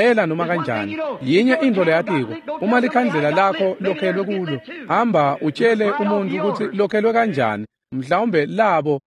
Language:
Swati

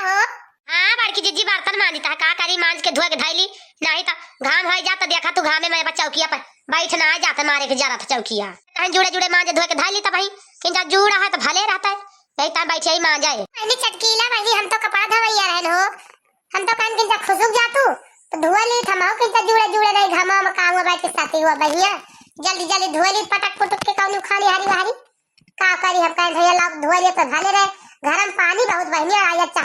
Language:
Awadhi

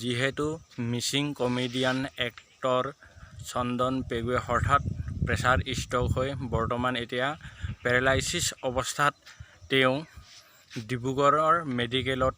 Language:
Assamese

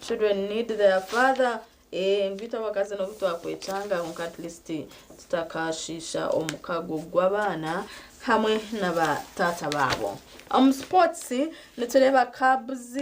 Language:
Nyankole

